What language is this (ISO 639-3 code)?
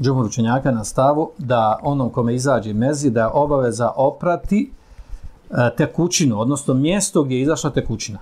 bos